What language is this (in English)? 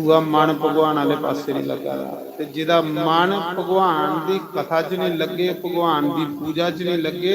Dogri